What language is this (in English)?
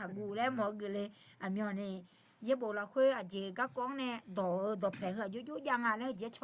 Akha